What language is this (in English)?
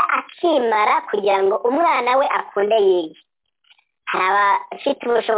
Kinyarwanda